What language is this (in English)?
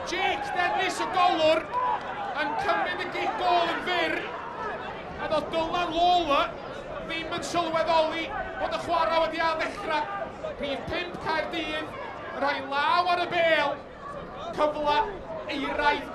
Welsh